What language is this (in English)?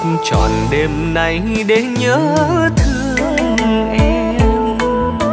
Vietnamese